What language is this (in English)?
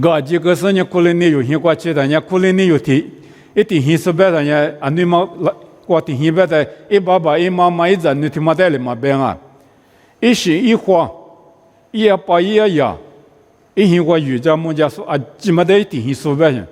Lisu